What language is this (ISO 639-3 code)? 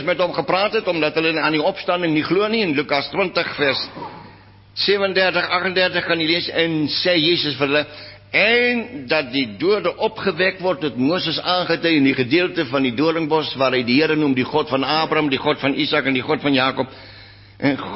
afr